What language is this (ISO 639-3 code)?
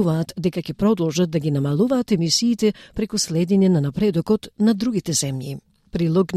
mkd